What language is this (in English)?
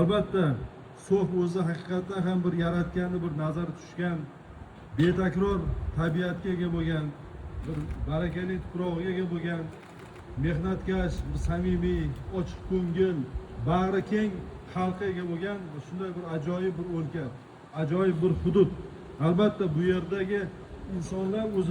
Uzbek